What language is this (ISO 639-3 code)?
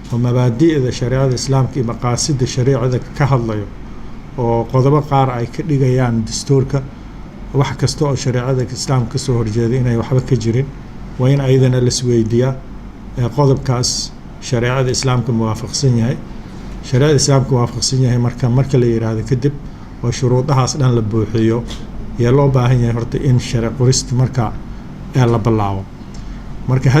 som